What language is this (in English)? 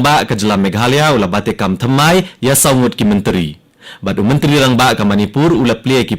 Khasi